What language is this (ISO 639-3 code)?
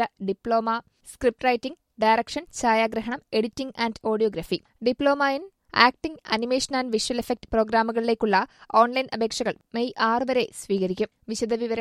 mal